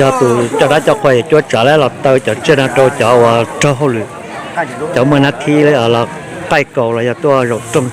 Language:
Hmong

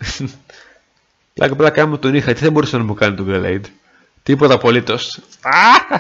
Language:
Greek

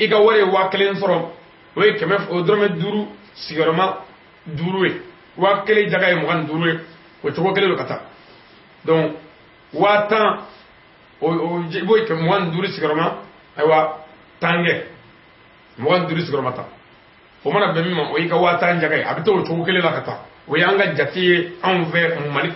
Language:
Bambara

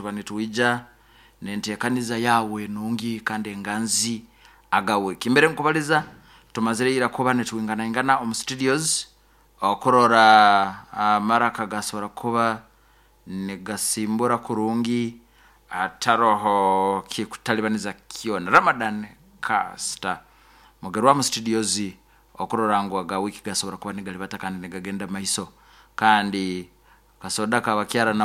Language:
Nyoro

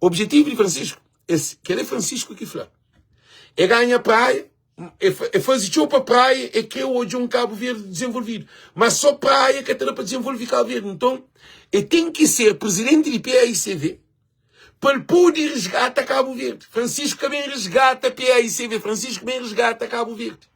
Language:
Kabuverdianu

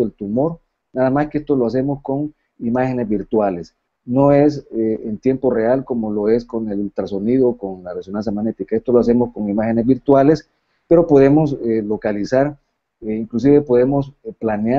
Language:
Spanish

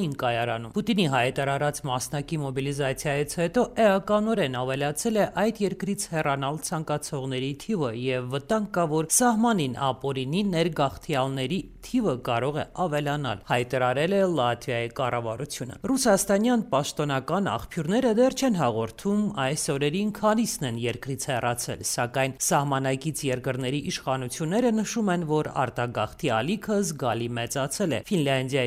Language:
Armenian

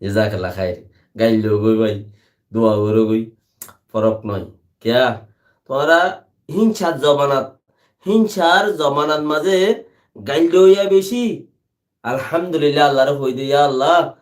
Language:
Rohingya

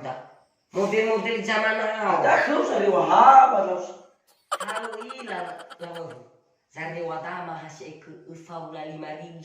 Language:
Nias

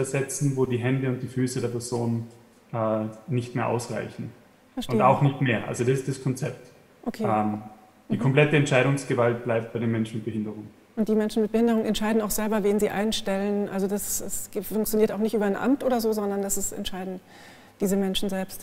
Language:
German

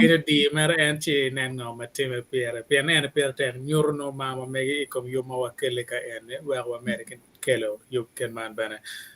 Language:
Acoli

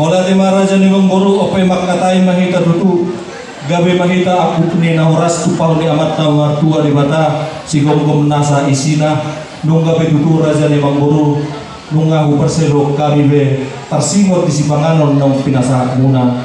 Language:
Batak Toba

